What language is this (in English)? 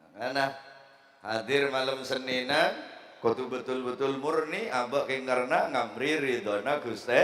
Madurese